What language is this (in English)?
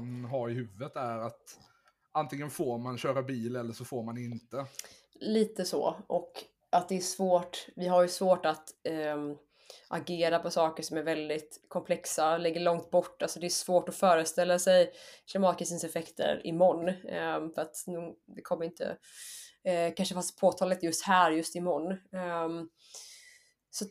Swedish